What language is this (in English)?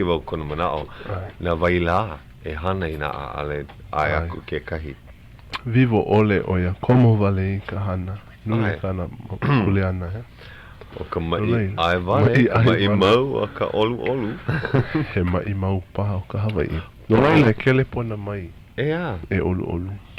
Hawaiian